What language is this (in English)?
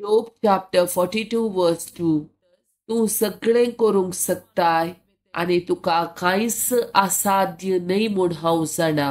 Konkani